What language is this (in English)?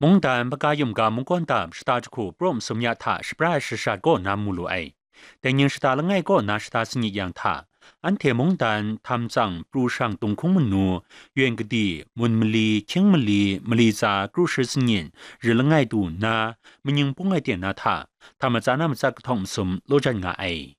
Kachin